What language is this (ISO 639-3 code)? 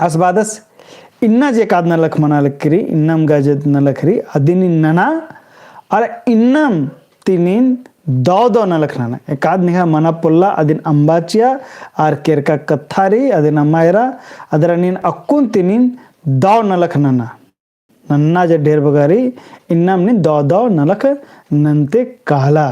kru